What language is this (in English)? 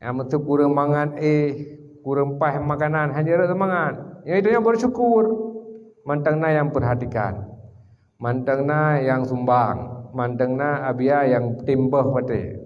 Achinese